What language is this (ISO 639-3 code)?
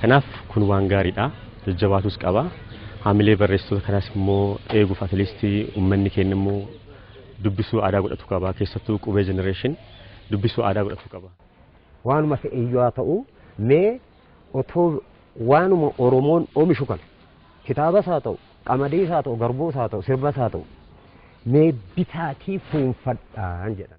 orm